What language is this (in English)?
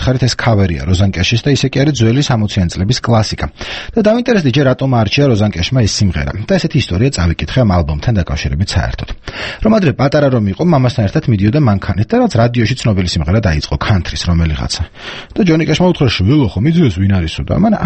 Georgian